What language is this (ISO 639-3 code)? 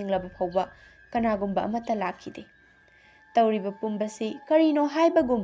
mni